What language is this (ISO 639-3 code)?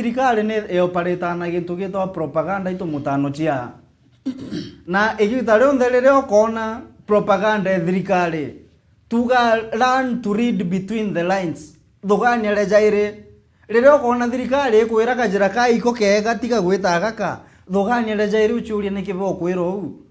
mer